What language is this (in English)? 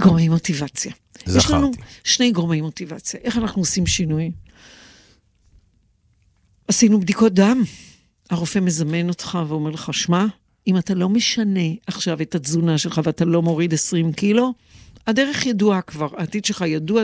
Hebrew